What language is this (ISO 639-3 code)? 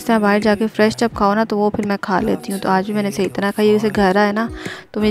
hin